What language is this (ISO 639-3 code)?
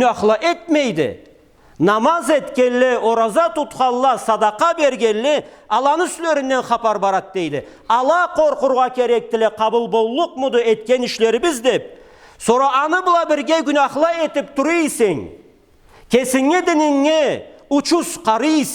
krc